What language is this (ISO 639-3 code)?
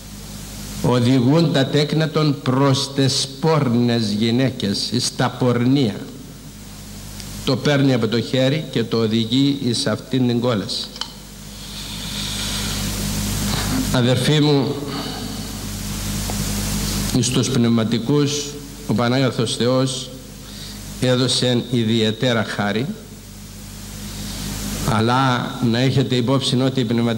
ell